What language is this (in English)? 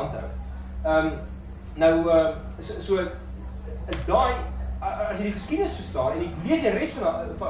Afrikaans